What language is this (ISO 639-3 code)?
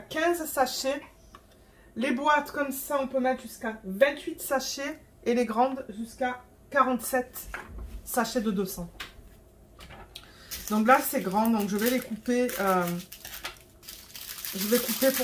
fra